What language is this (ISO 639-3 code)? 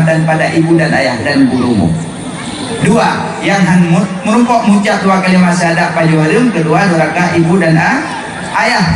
ace